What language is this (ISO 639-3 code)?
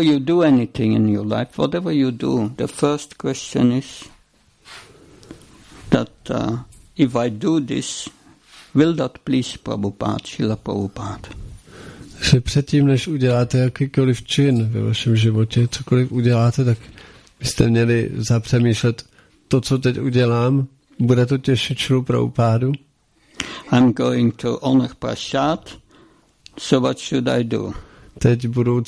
ces